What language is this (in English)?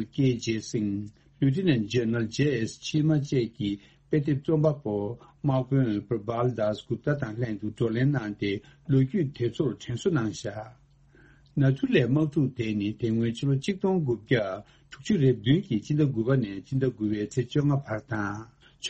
Tibetan